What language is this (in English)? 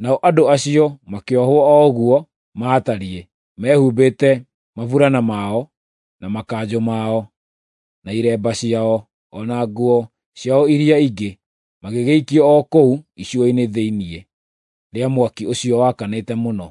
Kikuyu